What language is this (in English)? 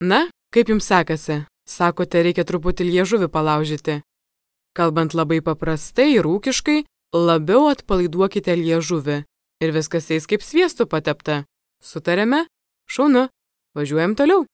Lithuanian